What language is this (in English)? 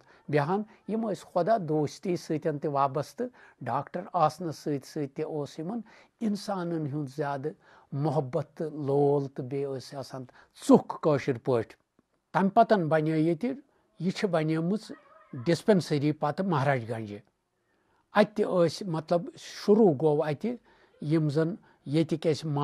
Kashmiri